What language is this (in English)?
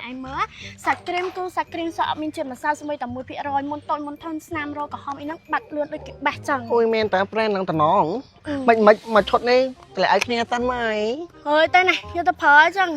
Khmer